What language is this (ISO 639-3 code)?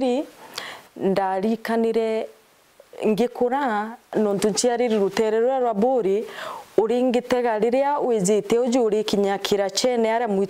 mer